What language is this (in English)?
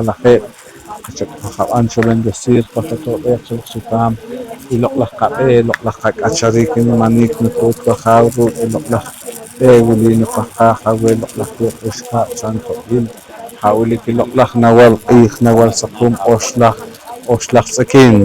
Poqomchi'